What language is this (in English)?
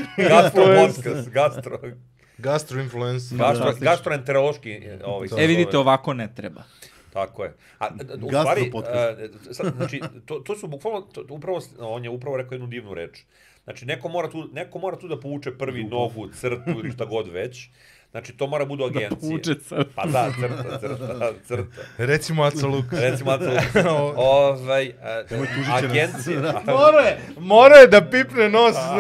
Serbian